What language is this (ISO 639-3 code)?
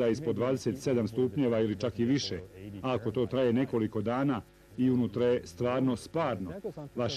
bos